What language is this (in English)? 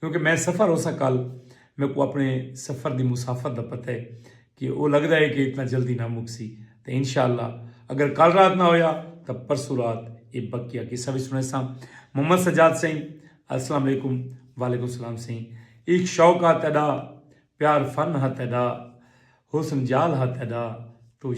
Saraiki